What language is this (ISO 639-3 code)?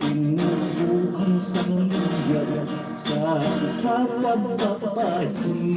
hil